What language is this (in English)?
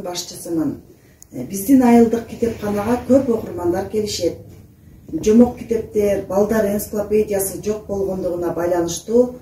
Kyrgyz